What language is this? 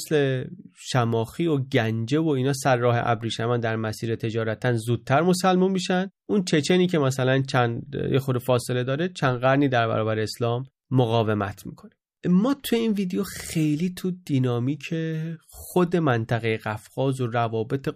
Persian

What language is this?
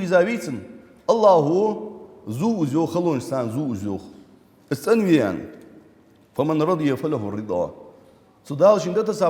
Ingush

